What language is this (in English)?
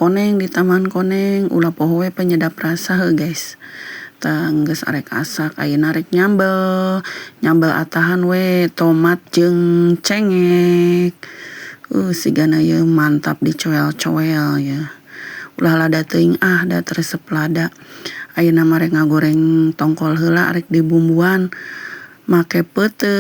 Sundanese